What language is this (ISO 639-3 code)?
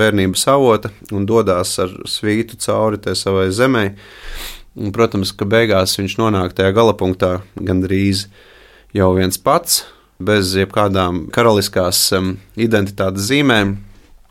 lav